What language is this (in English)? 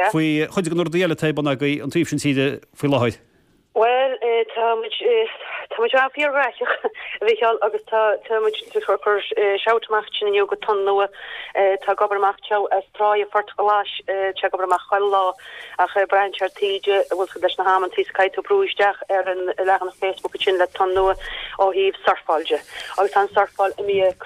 Irish